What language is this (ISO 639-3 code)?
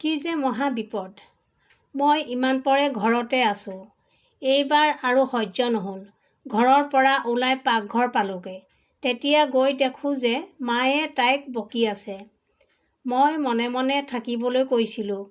asm